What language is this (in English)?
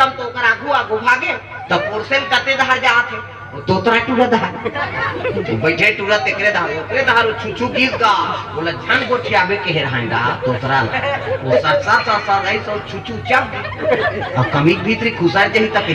Chhattisgarhi